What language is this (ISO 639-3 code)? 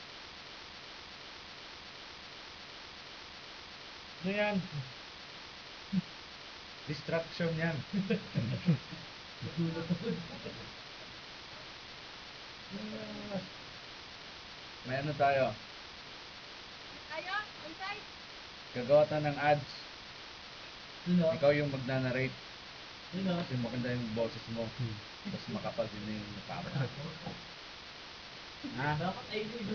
fil